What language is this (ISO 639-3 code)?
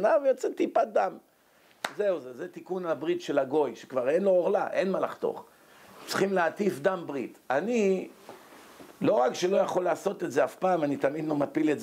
heb